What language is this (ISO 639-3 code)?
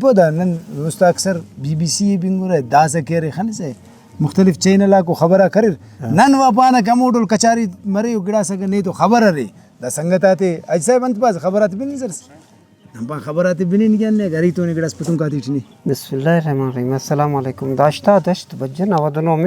brh